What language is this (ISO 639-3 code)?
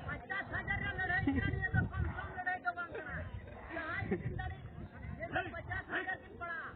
sat